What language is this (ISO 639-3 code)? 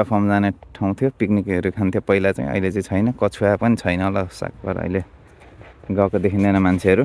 nep